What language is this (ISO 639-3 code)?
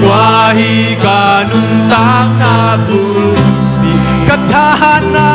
ctd